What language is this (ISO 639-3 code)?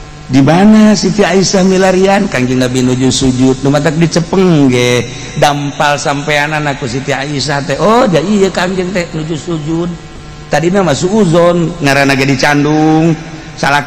sun